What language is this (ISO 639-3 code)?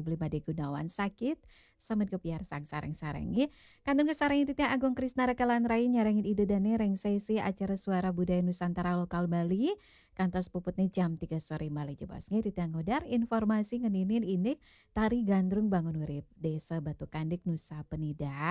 ban